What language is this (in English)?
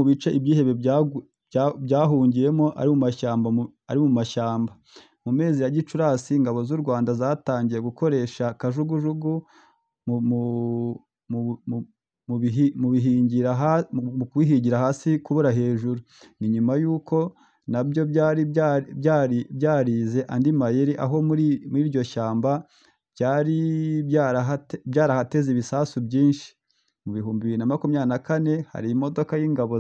Kinyarwanda